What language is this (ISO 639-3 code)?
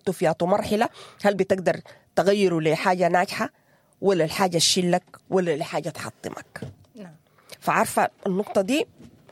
apd